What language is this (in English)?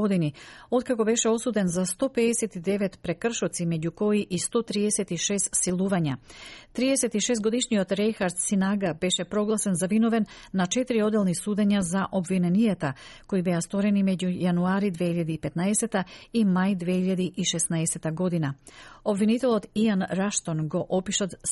Macedonian